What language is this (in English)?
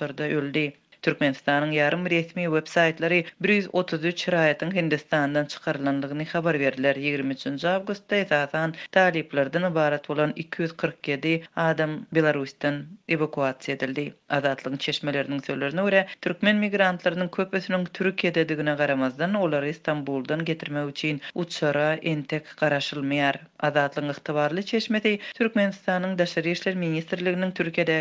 Turkmen